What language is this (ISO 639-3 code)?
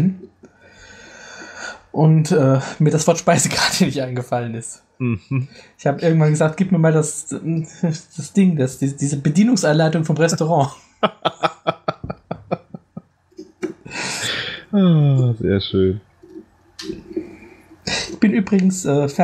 deu